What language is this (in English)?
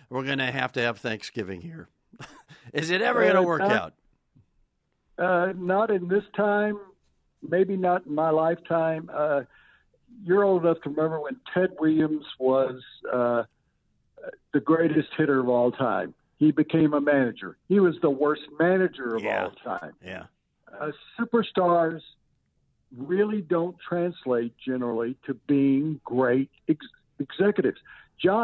English